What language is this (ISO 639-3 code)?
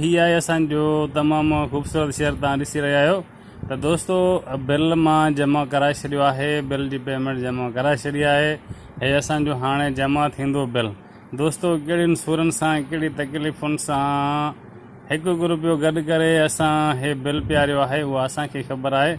snd